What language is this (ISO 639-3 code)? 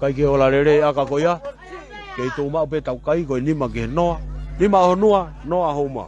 ton